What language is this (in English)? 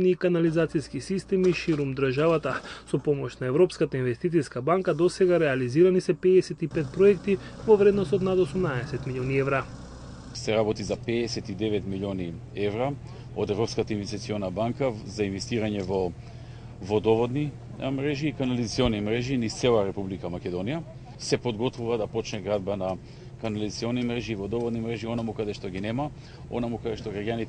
Macedonian